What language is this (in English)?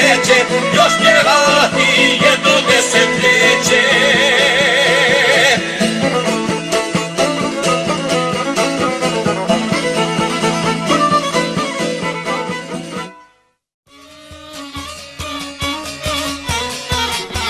Croatian